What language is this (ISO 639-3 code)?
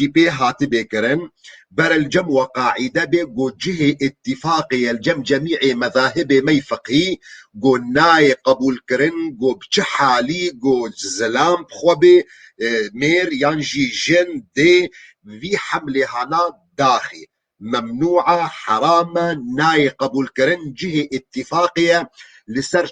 kur